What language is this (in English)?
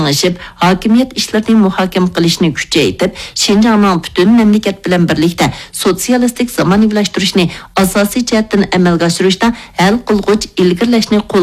Uyghur